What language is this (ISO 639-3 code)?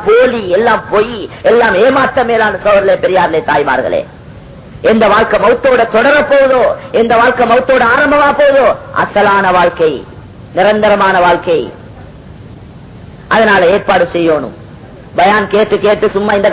tam